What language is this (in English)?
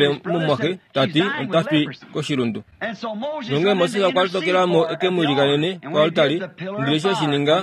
Kuanyama